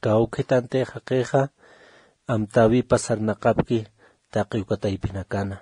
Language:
Aymara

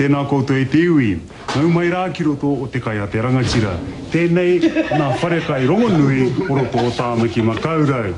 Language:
Māori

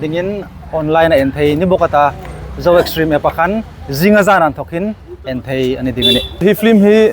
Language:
Hmar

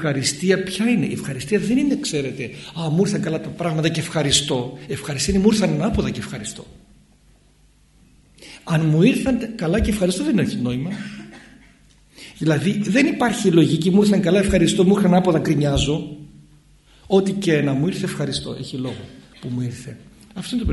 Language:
Greek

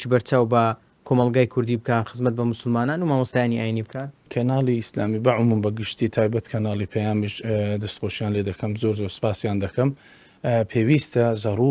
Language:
Central Kurdish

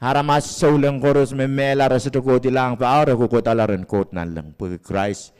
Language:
Pohnpeian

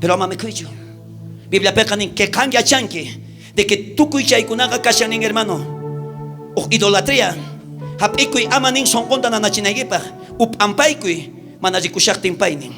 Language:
South Bolivian Quechua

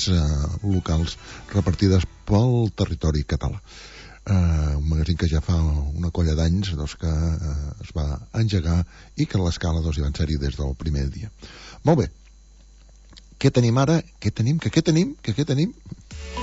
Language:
Catalan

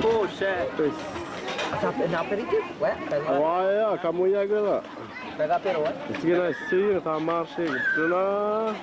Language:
Dehu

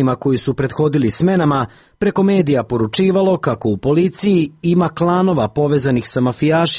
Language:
Serbian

